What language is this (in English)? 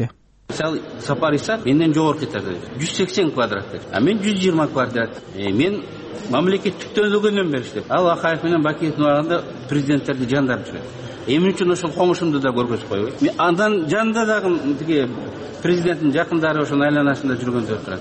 Kyrgyz